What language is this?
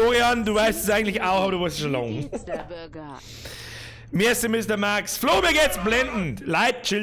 Bavarian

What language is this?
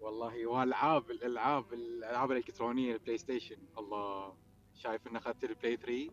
Mesopotamian Arabic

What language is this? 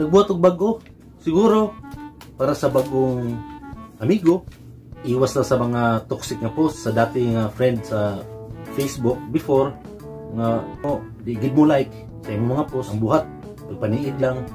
Cebuano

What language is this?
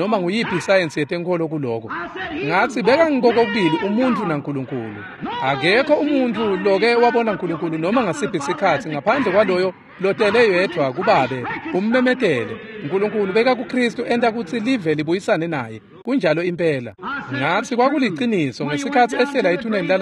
Swati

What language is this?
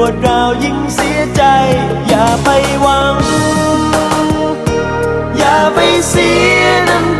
Thai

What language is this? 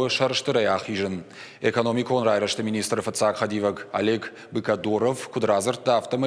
Ossetic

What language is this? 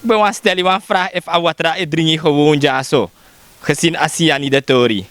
Sranan Tongo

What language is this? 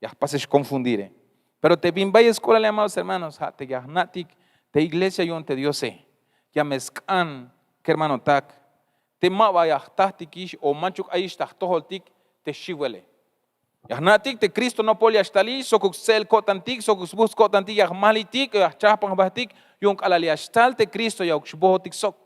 Tzeltal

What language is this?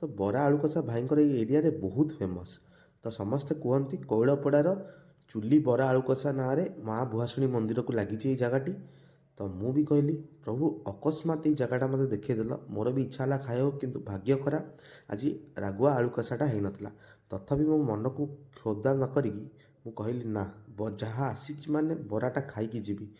Odia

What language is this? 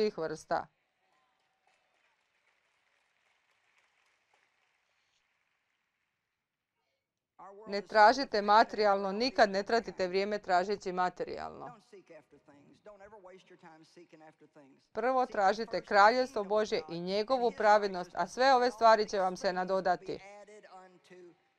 Croatian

